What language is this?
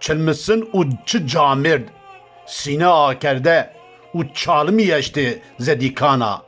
Zaza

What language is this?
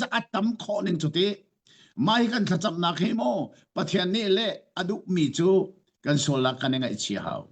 Hakha Chin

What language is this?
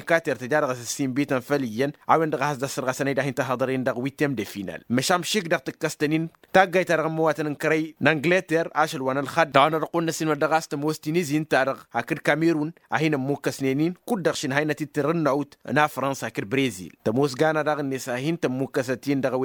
Tamasheq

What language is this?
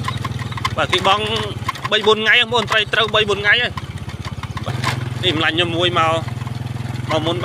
Khmer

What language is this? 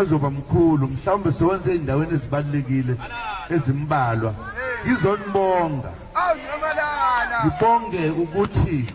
Zulu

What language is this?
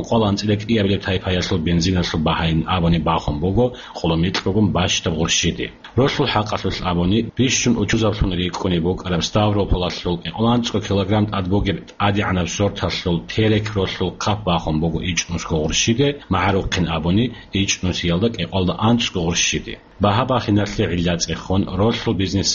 Avaric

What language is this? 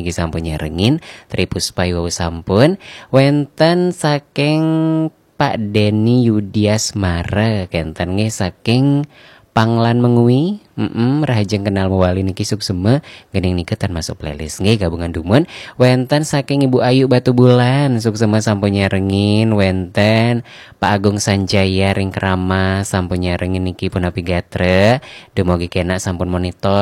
Balinese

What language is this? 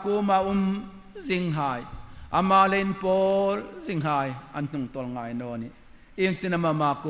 Hmar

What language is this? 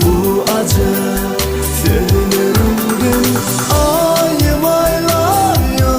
Turkmen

